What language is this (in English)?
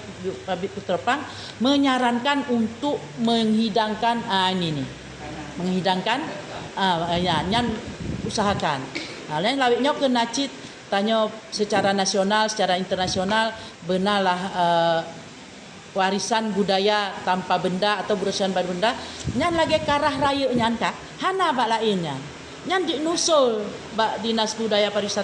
Achinese